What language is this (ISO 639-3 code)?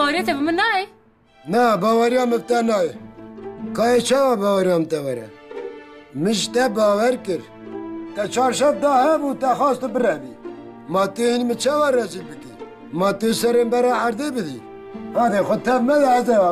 kur